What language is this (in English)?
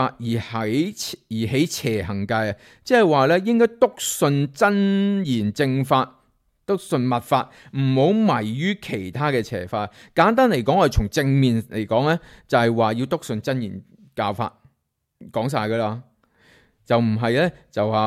Cantonese